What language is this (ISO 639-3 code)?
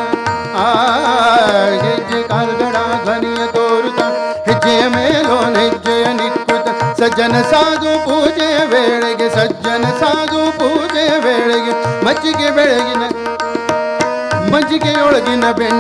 kan